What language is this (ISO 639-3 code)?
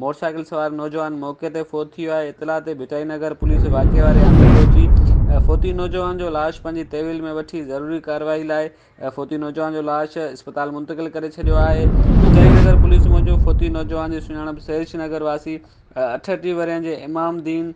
snd